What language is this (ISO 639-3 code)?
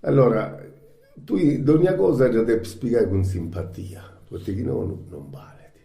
srd